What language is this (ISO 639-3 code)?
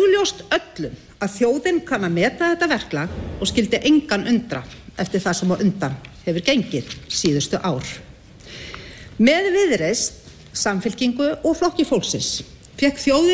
isl